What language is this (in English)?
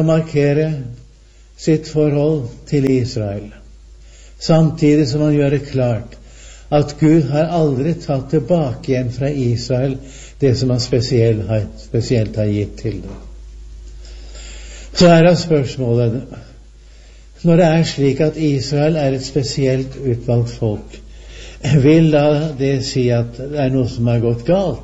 Norwegian